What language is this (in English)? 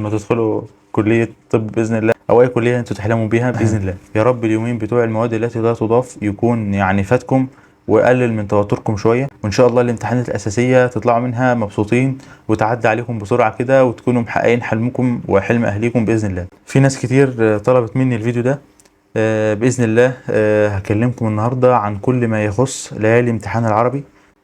Egyptian Arabic